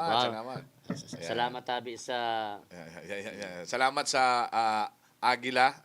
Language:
Bikol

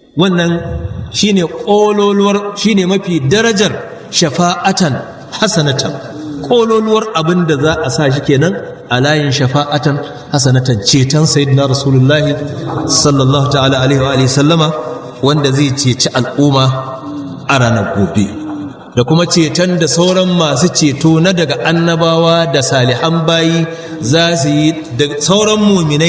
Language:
Hausa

